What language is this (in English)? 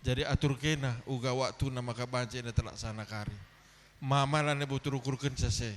Batak Karo